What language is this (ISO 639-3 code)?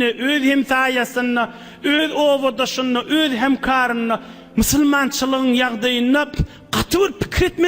tuk